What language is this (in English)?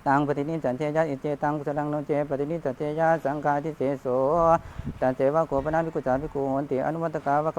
Pali